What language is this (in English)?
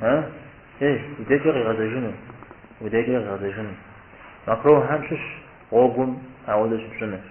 Kabardian